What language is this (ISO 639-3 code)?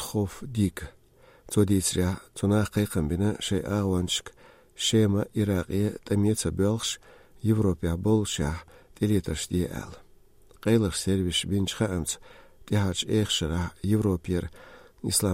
che